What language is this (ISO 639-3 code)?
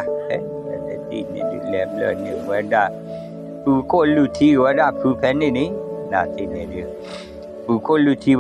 ksw